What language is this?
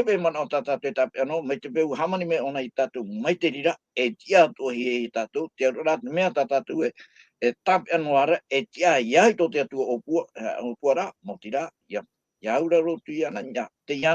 Tahitian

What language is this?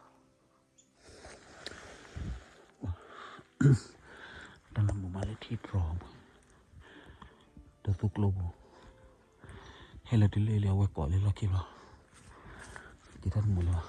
S'gaw Karen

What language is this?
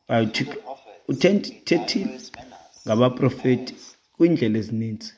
Xhosa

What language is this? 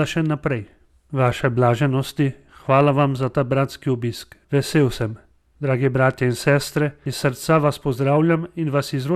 Slovenian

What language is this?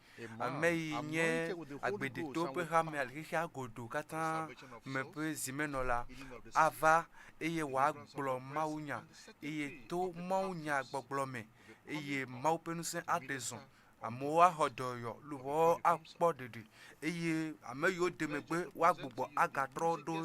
Ewe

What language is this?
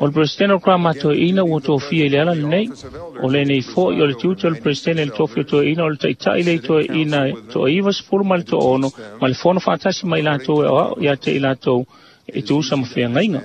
Samoan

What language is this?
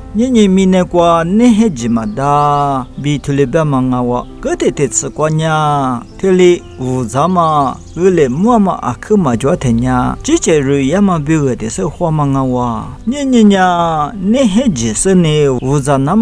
Lisu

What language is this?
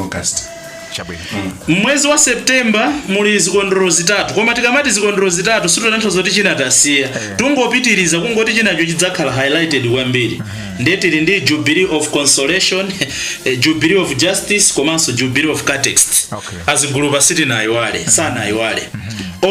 Nyanja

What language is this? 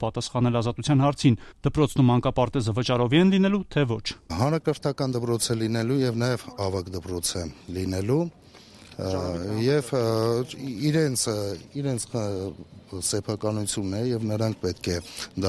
Armenian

